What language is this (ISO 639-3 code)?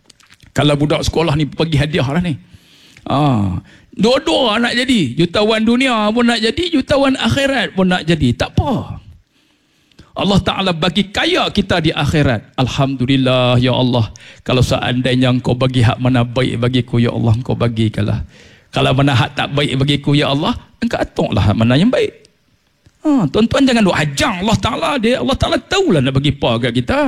msa